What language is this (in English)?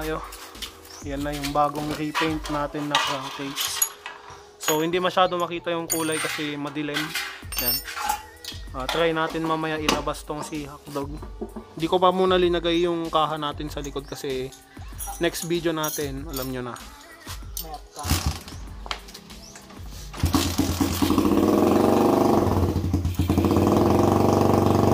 Filipino